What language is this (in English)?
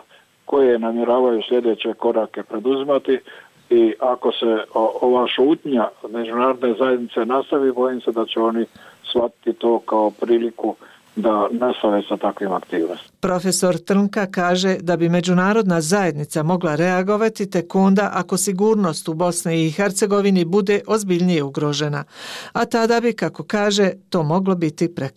Bosnian